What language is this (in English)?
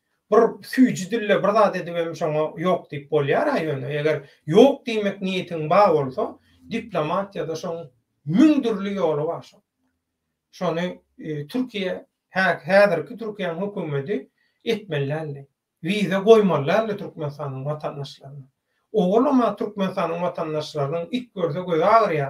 Turkmen